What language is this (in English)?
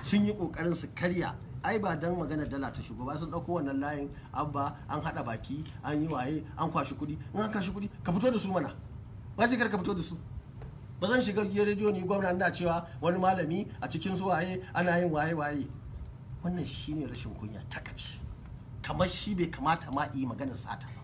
Hausa